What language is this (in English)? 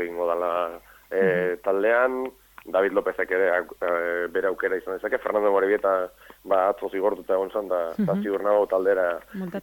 Basque